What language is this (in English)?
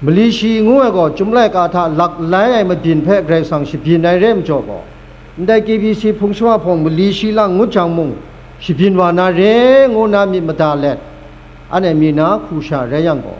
Kachin